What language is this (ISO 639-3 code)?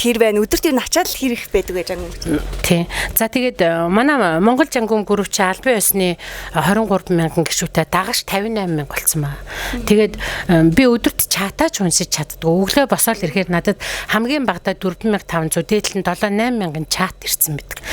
mon